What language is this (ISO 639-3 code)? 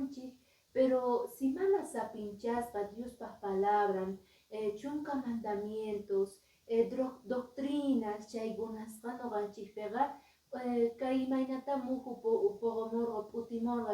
que